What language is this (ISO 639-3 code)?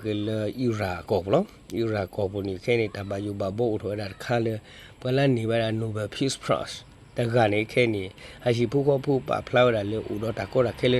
ksw